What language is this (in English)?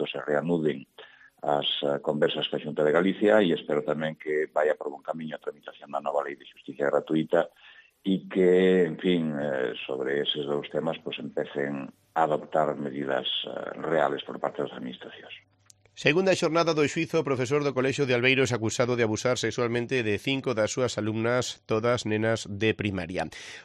Galician